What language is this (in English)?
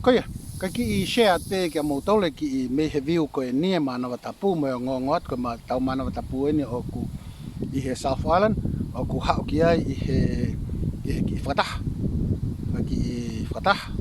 Tongan